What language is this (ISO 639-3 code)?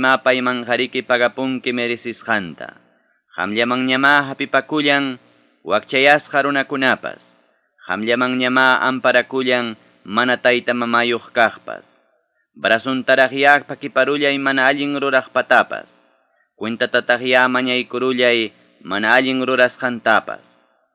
que